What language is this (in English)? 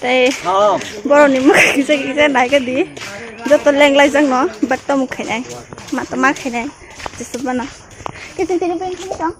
Kok Borok